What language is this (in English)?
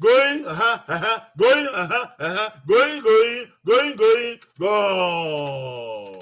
Bini